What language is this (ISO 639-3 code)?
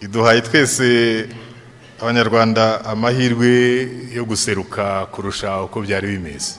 kin